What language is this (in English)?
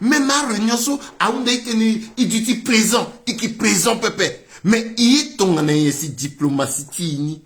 Sango